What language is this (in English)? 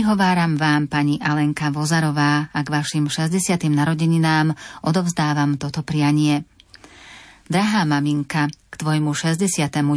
Slovak